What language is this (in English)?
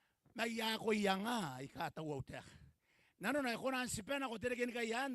Gilbertese